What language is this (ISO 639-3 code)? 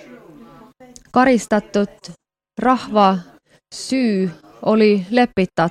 est